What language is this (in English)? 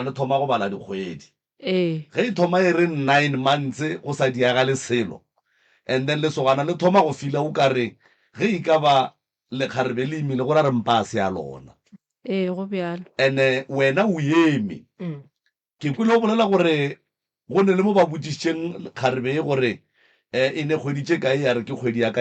Northern Sotho